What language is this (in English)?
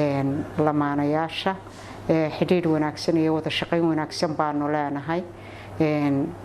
Somali